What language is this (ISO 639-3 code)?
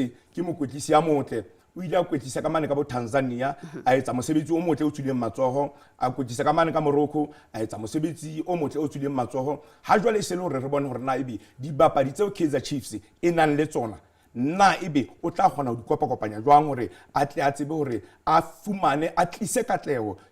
sot